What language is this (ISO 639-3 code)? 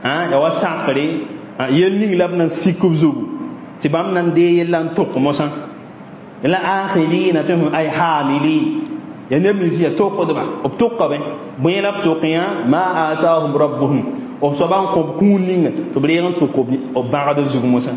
mos